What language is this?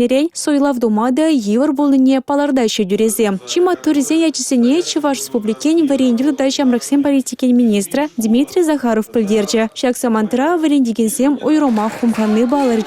Chuvash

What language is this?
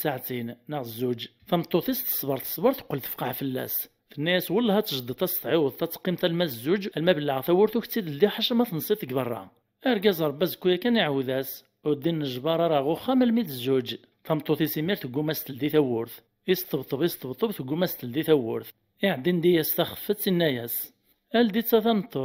Kabyle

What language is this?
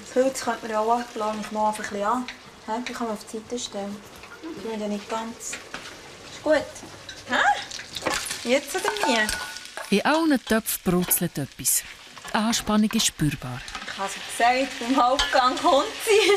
Swiss German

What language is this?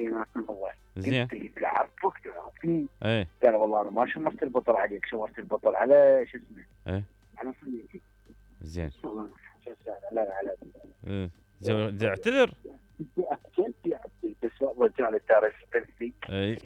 Mesopotamian Arabic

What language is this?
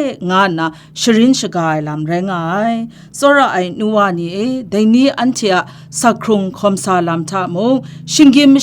Kachin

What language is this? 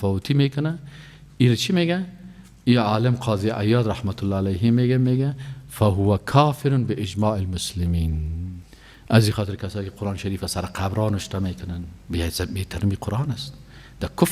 Persian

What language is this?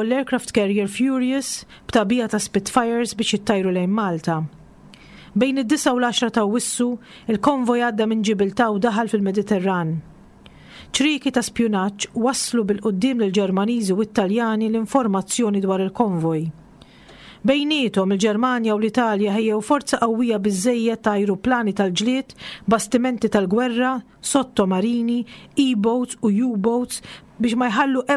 Maltese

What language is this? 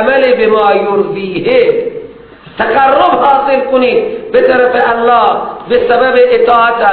Persian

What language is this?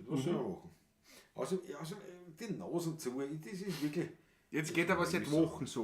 Bavarian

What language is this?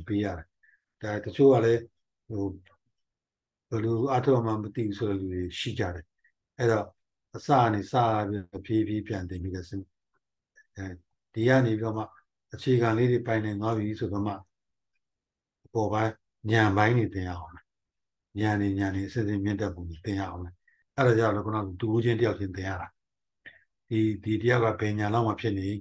Burmese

